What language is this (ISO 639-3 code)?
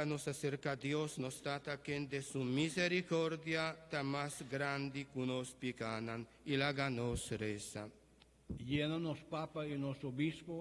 pap